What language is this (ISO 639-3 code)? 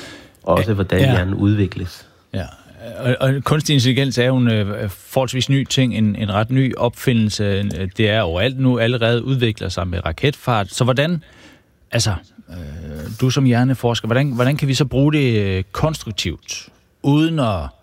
dan